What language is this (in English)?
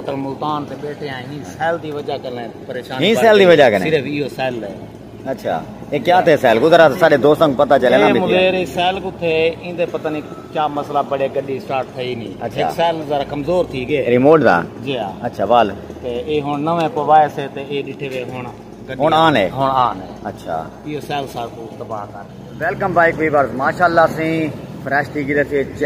Saraiki